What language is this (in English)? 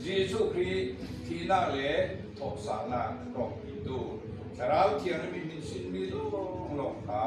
Falam Chin